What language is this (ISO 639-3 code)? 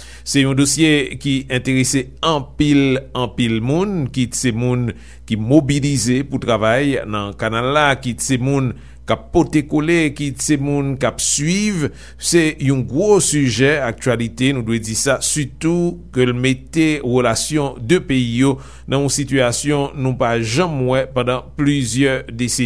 hat